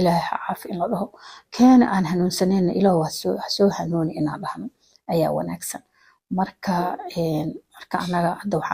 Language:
Somali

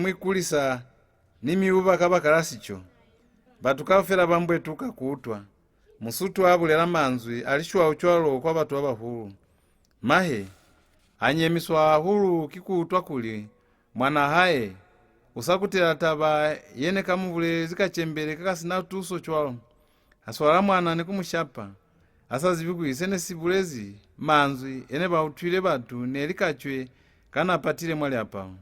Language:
Lozi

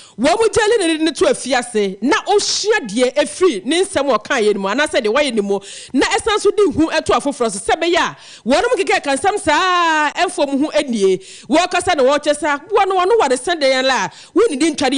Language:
Akan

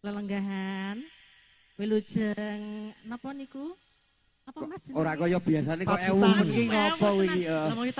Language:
Javanese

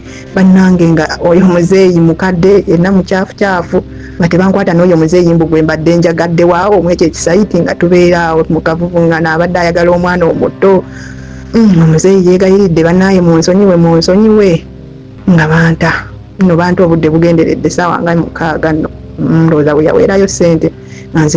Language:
Ganda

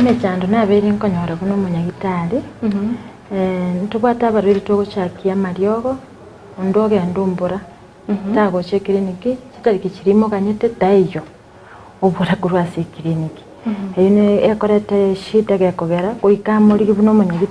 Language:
Gusii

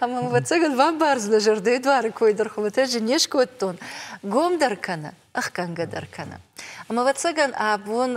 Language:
Ossetic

